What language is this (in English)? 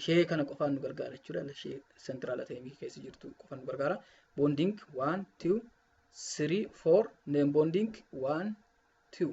Oromo